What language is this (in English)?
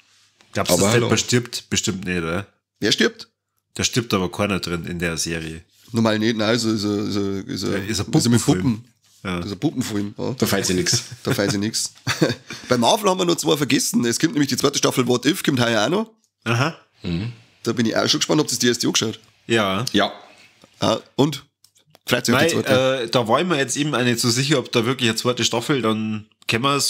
Bavarian